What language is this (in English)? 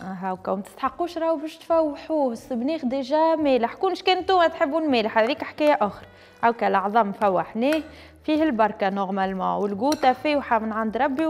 Tunisian Arabic